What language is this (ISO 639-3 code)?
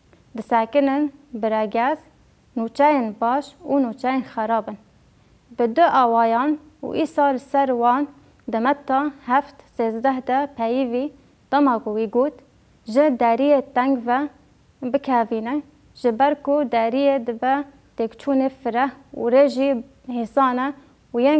kur